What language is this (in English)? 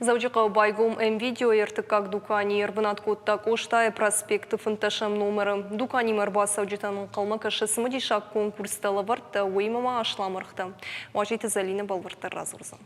Ossetic